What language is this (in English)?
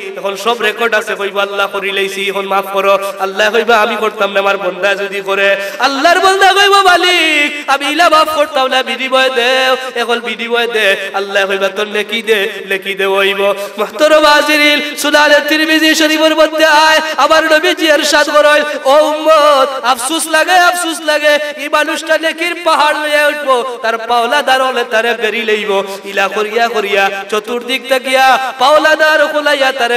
Sylheti